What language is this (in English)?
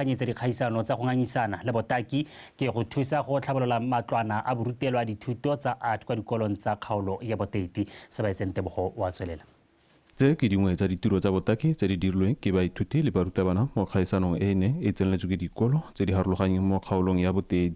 Tswana